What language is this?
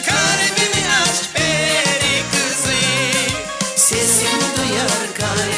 Gagauz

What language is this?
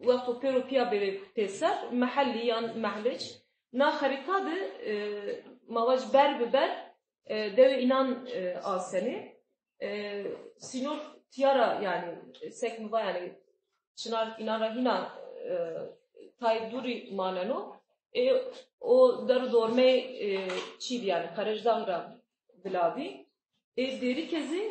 Zaza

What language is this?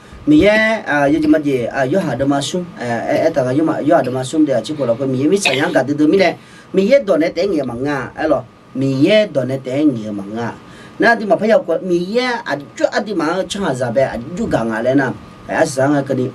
Akha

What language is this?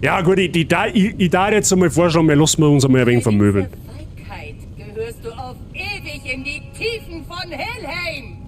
Bavarian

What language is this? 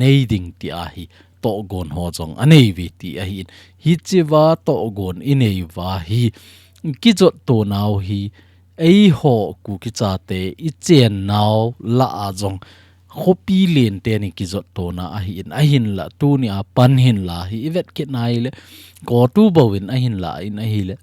Thado Chin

